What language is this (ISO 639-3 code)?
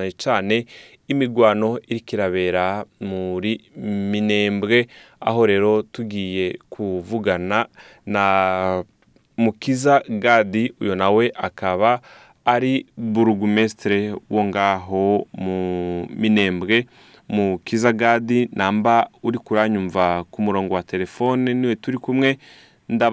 run